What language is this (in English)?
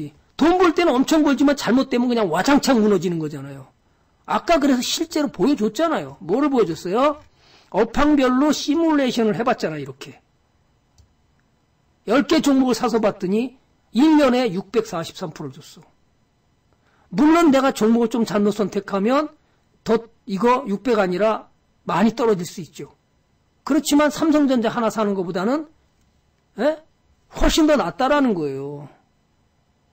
Korean